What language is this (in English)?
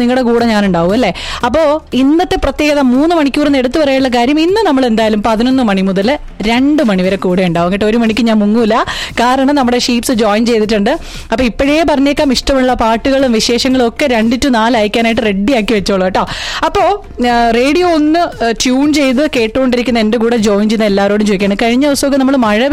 Malayalam